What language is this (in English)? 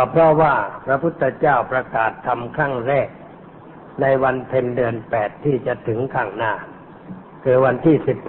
Thai